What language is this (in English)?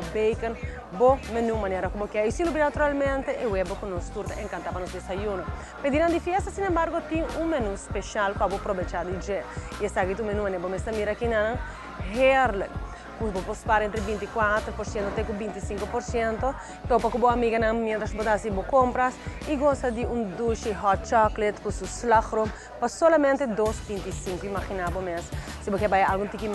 Papiamento